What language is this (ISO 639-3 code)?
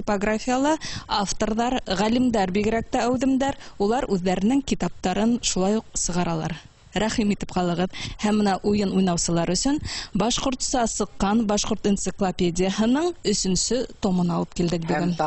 bak